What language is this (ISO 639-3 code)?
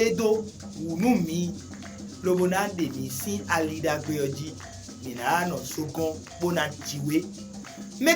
fon